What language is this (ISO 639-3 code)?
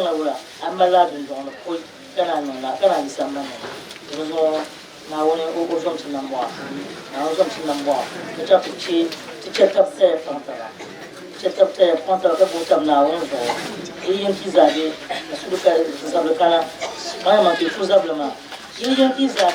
dag